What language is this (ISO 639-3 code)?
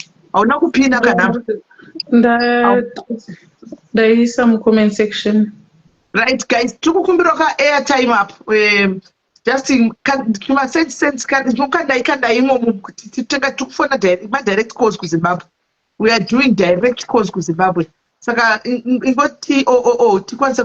sna